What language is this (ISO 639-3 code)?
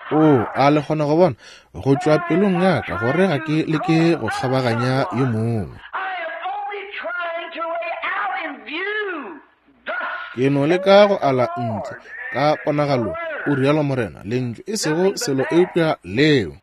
nso